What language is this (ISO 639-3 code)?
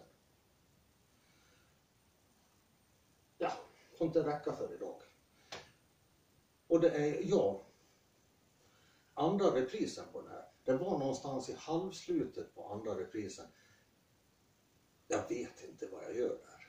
swe